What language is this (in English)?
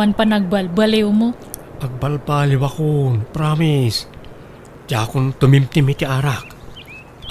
Iloko